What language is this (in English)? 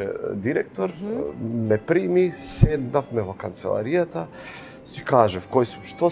Macedonian